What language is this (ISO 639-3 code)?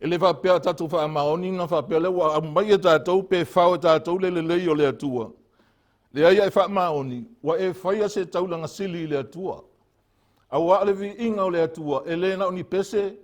smo